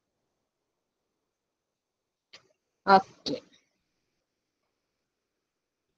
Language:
Malay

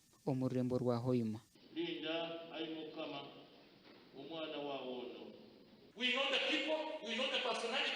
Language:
Nyankole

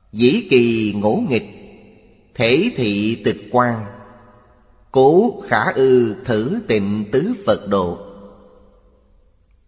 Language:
Vietnamese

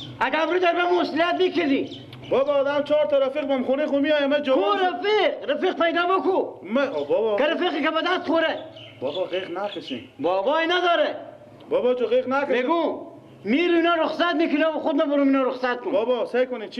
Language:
Persian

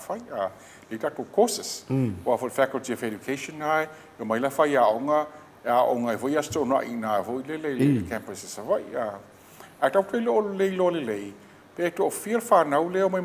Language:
Samoan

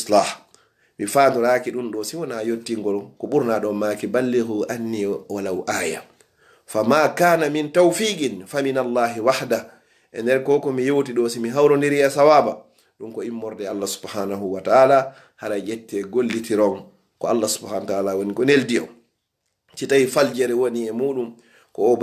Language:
Fula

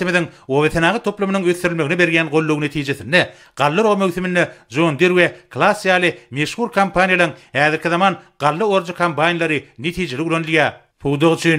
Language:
Turkmen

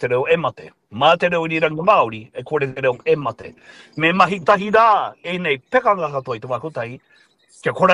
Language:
Māori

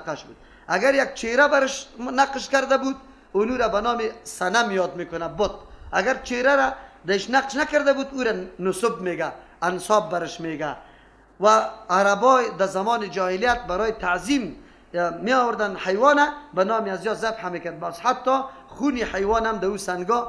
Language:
Persian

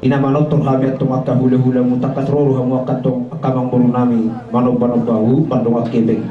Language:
Batak Toba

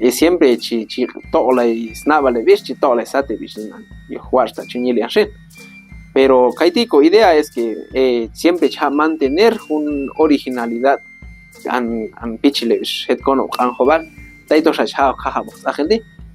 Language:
Q'anjob'al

